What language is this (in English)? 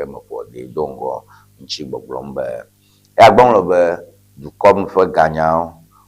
Ewe